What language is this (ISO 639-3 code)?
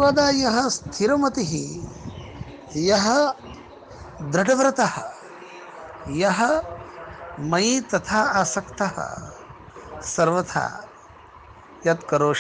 san